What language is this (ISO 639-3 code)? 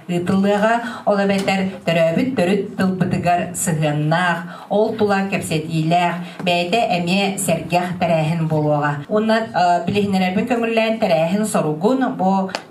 sah